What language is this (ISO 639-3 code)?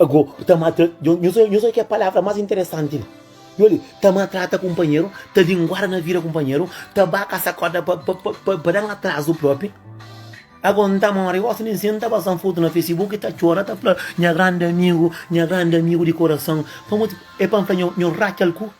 kea